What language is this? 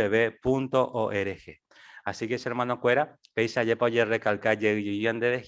Guarani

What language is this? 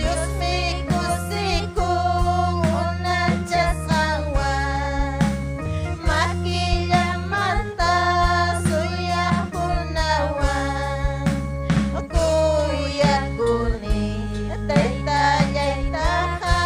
Ayacucho Quechua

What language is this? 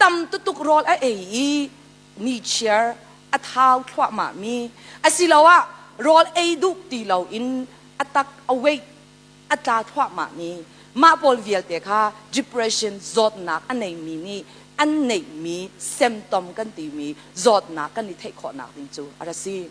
Hakha Chin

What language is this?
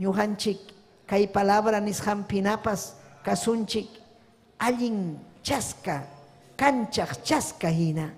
Ayacucho Quechua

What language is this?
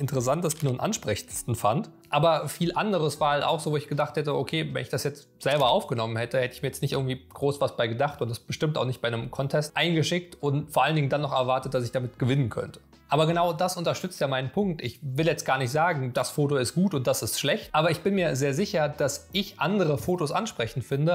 German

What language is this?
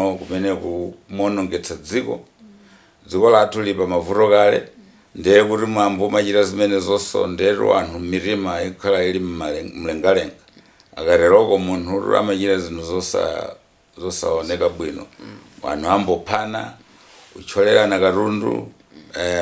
Nyanja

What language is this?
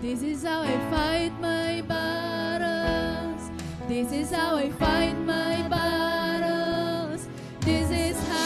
Waray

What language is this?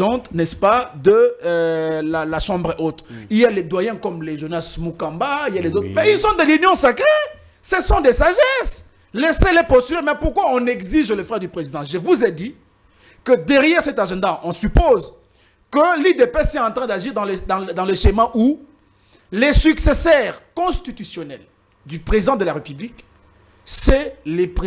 French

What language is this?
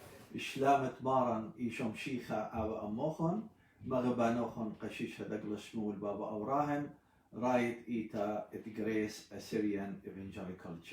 Assyrian Neo-Aramaic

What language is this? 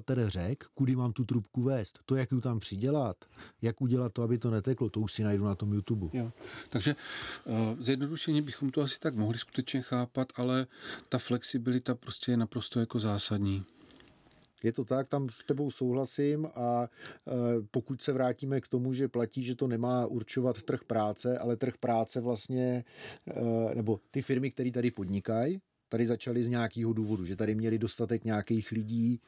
Czech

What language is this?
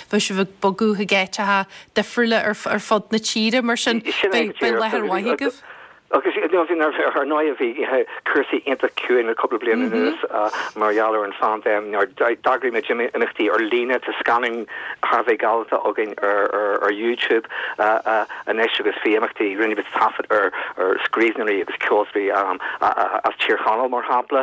Irish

